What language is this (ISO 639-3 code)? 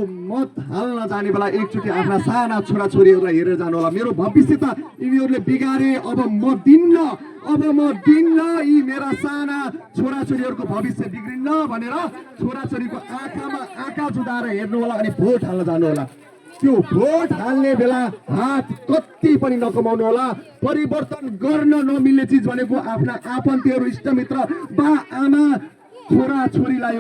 nep